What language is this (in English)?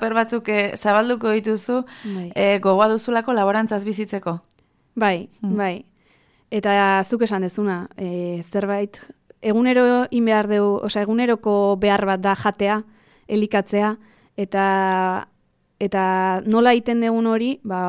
Basque